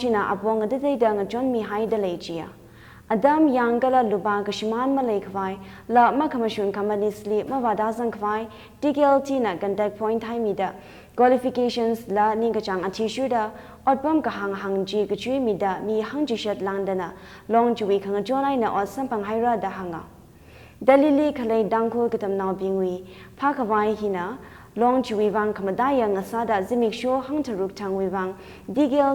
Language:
Tangkhul Naga (India)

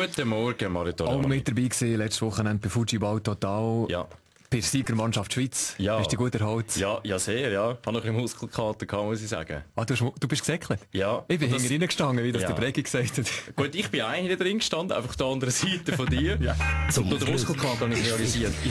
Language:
Swiss German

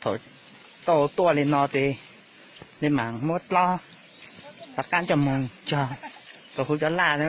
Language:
Hmong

